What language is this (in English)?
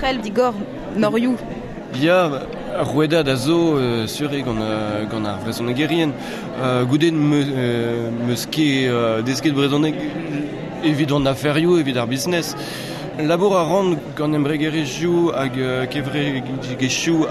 Breton